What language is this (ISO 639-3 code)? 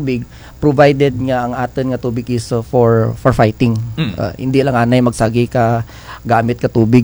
krj